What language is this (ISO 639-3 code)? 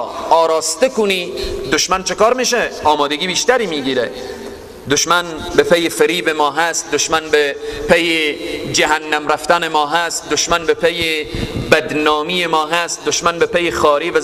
fas